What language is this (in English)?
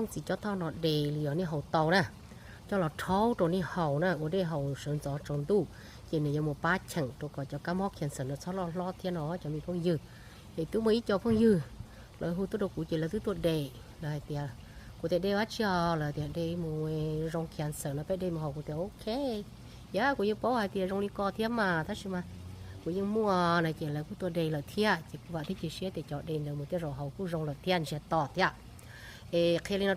Hmong